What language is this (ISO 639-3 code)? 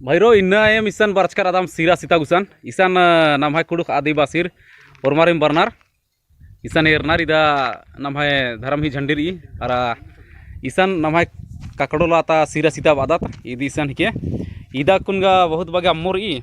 kru